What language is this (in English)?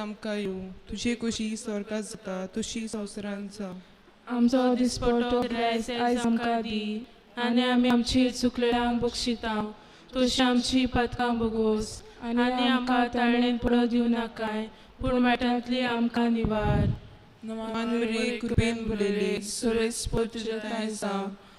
Konkani